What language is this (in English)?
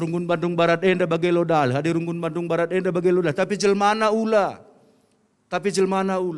Batak Karo